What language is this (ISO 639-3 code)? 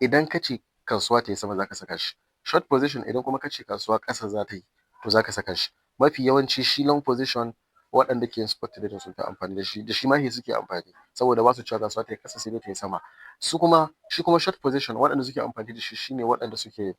hau